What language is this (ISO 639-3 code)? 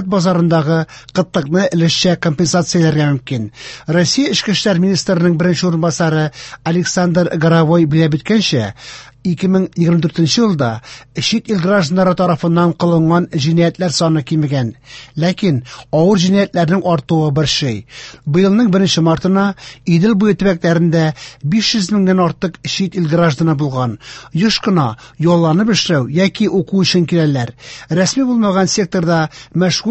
tat